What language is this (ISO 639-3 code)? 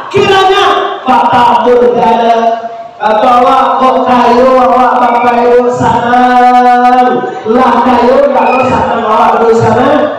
min